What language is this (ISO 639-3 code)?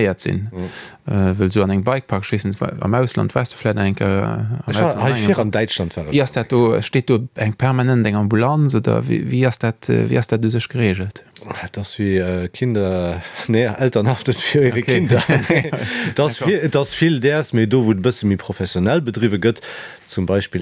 ltz